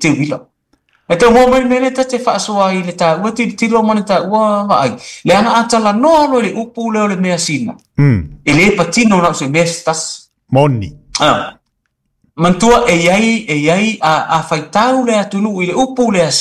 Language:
Samoan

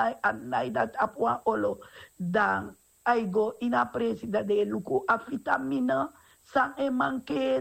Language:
Sranan Tongo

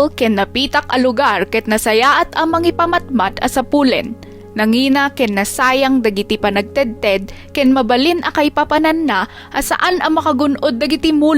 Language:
Iloko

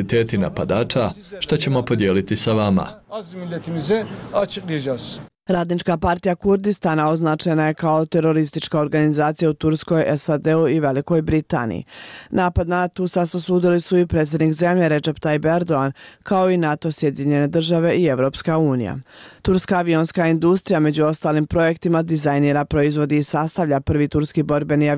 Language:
Bosnian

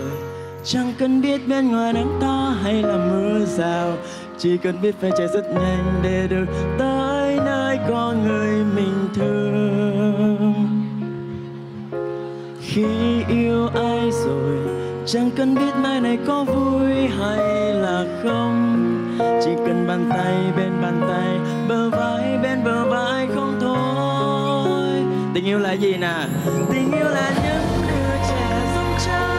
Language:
Vietnamese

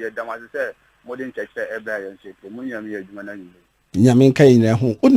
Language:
Akan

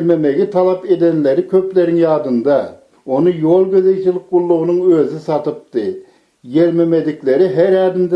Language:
Turkmen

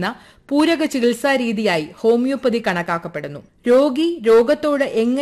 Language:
Malayalam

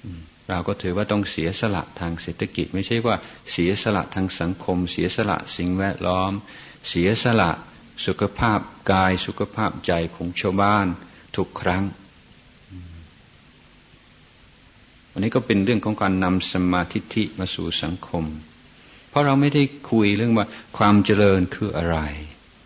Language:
Thai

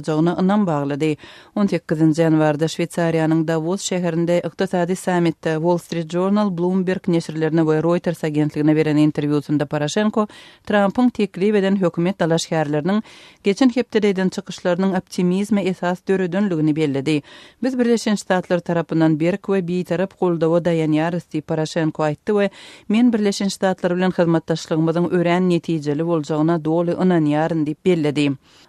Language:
Turkmen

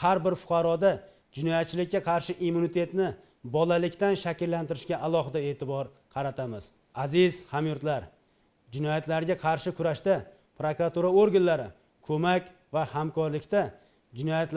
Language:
Uzbek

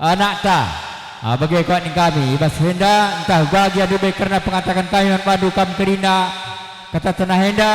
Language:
Batak Karo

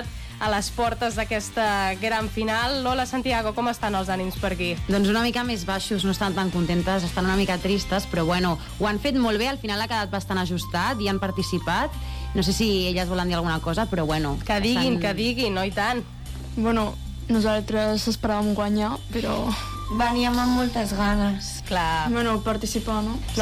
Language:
Catalan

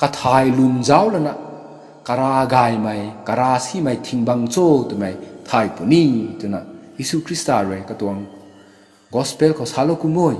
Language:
Rongmei Naga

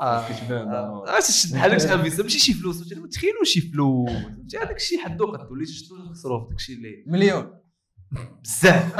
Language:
Moroccan Arabic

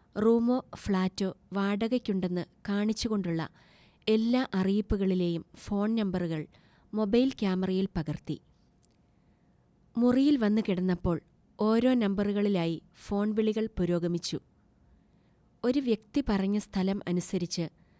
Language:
Malayalam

